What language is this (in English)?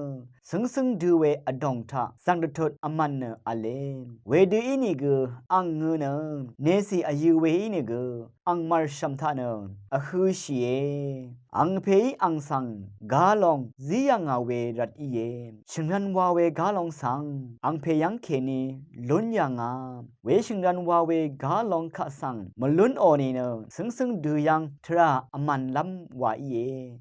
Rawang